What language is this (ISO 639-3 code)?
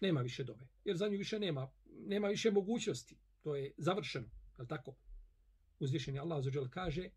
bos